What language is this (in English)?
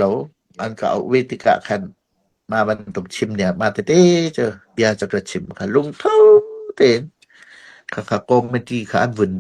Hakha Chin